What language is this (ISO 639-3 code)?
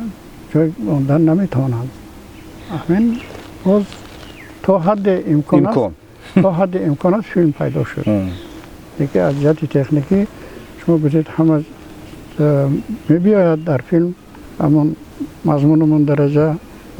tgk